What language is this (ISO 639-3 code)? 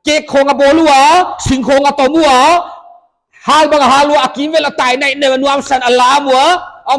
pck